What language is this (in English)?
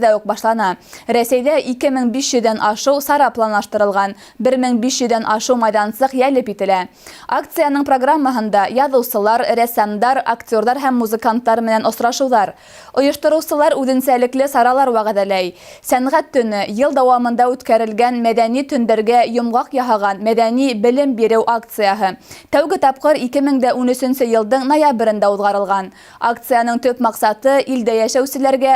Bashkir